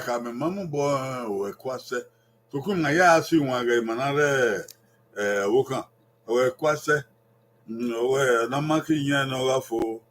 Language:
Bini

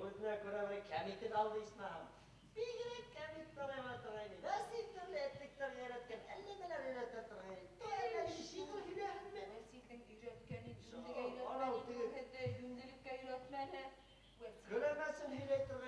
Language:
Bashkir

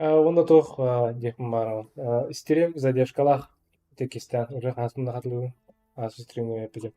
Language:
Yakut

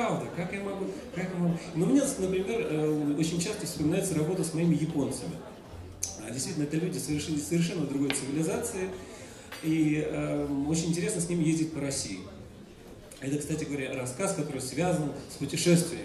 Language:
Russian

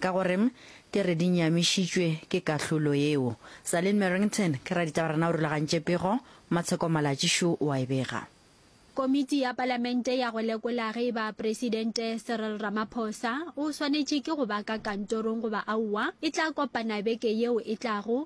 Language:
Northern Sotho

